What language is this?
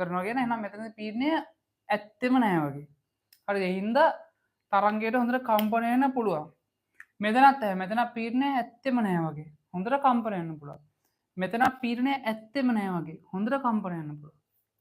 Sinhala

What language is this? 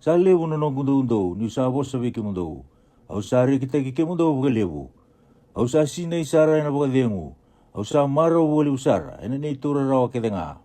Fijian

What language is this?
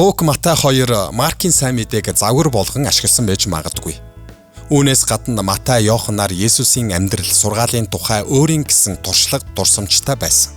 Mongolian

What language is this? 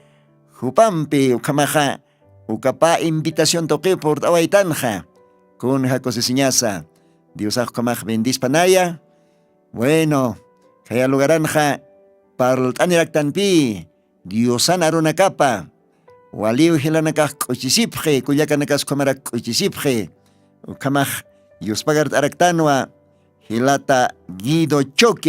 Aymara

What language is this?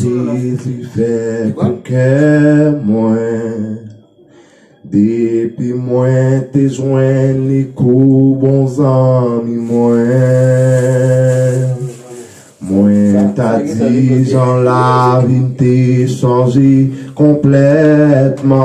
Haitian Creole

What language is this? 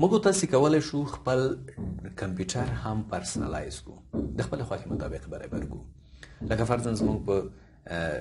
Pashto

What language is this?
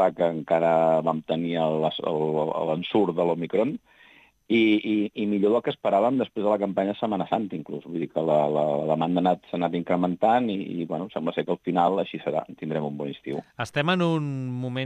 Catalan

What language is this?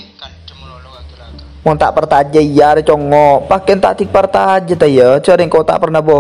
Madurese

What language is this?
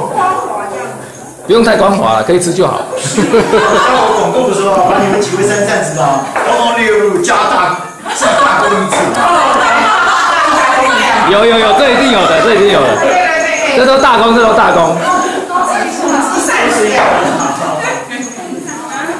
Chinese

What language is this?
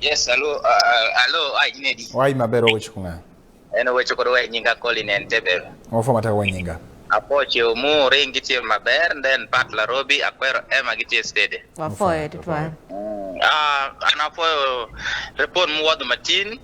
Acoli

